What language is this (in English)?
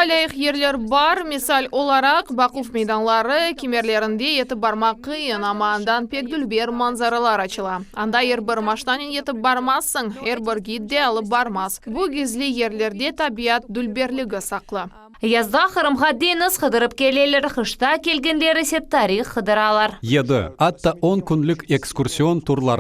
Crimean Tatar